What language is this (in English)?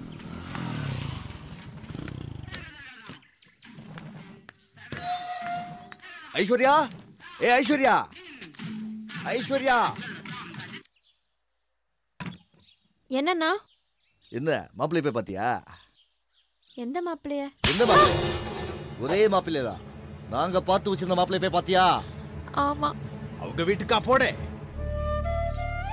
Tamil